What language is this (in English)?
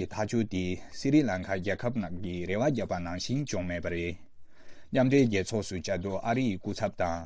Tibetan